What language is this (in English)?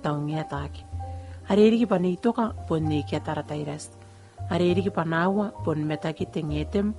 Gilbertese